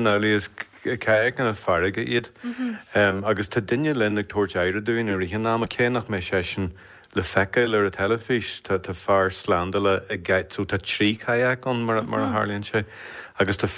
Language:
Irish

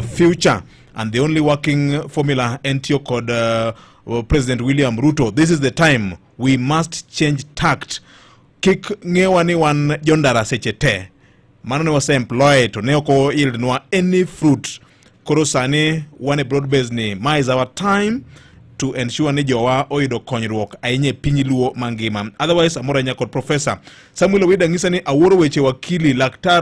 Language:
Luo (Kenya and Tanzania)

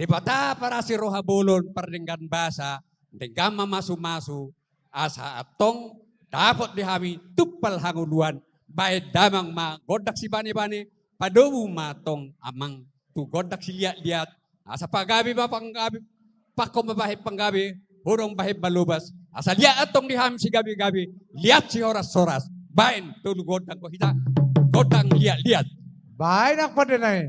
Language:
Batak Toba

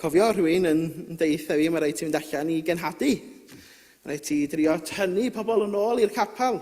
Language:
Welsh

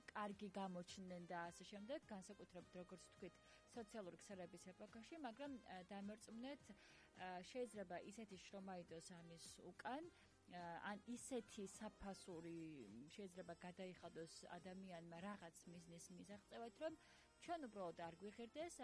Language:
Georgian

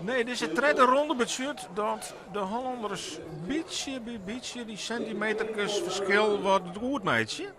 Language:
Western Frisian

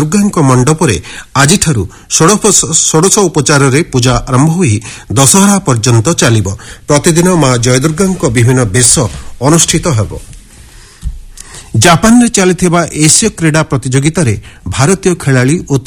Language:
Odia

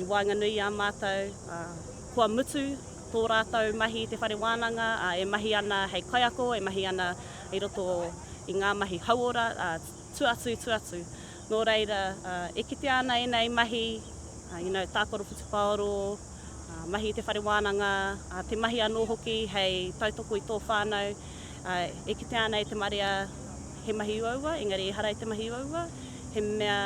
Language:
Māori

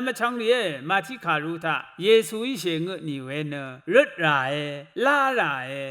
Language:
Rawang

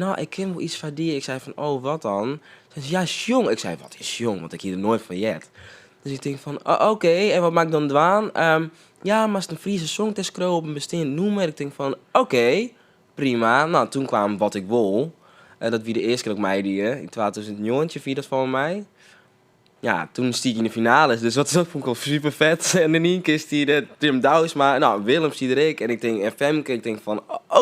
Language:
Western Frisian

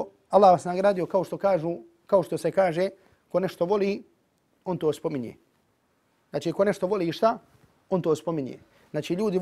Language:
Bosnian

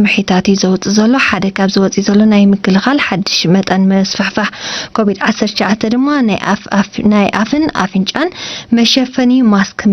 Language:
Tigrinya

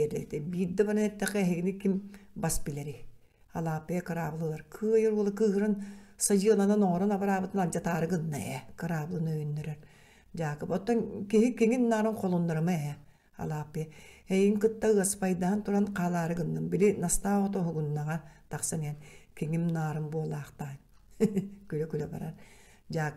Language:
Yakut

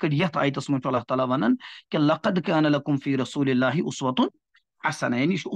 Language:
Kashmiri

